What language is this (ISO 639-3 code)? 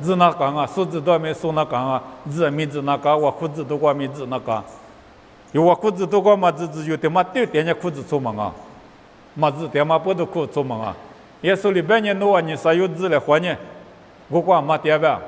lis